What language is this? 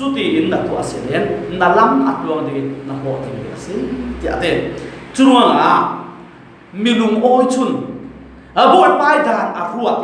Falam Chin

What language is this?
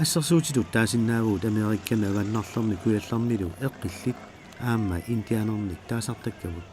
Kalaallisut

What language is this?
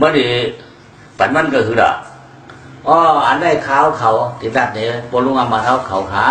Shan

